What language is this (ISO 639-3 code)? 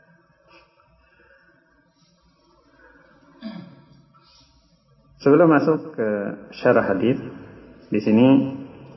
ind